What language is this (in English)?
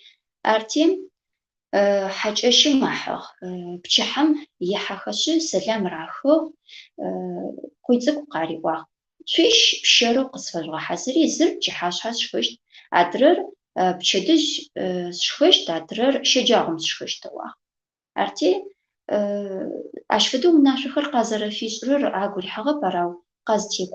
Adyghe